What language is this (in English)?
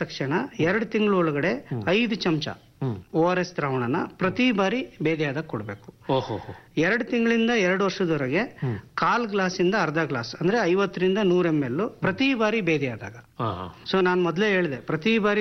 Kannada